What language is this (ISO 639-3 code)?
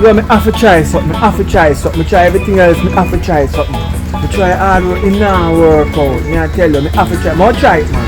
jam